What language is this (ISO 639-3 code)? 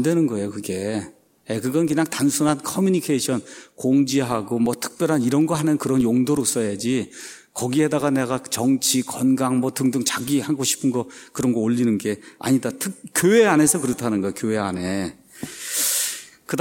kor